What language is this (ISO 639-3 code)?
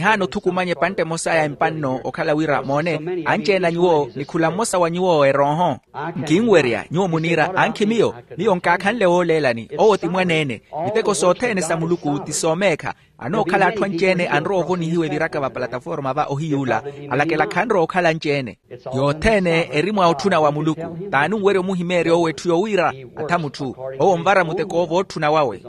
vmw